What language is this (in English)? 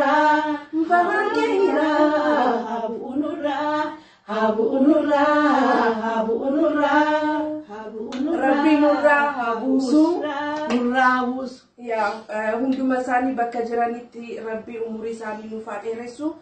Oromo